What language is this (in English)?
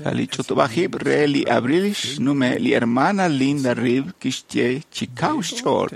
Kekchí